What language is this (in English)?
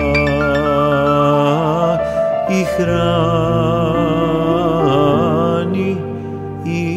Serbian